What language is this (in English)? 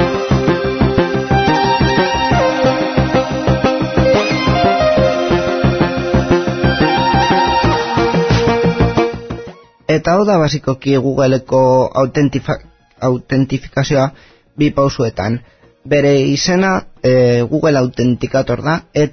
Basque